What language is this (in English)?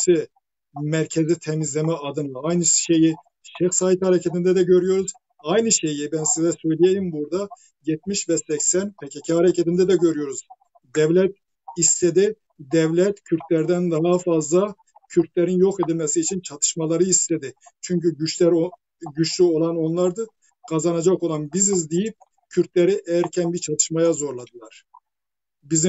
Turkish